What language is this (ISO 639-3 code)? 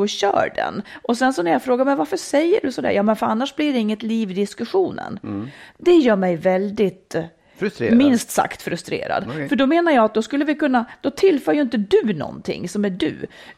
swe